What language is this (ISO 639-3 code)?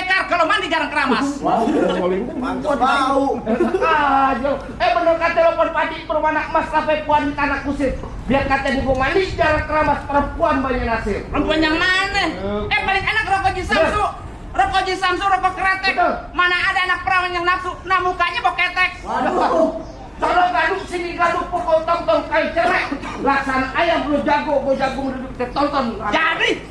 bew